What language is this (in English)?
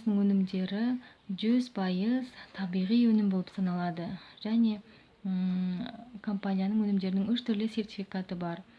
Kazakh